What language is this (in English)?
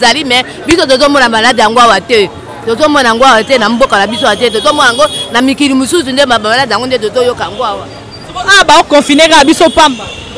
Lingala